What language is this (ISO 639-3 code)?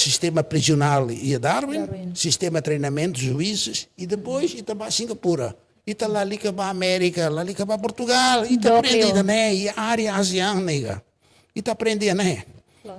tet